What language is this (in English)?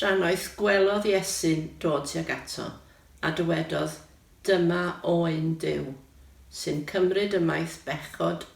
Welsh